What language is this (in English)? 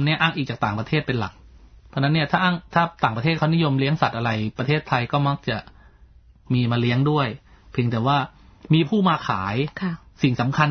Thai